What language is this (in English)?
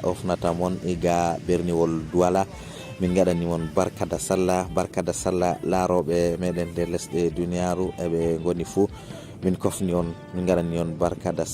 Nigerian Fulfulde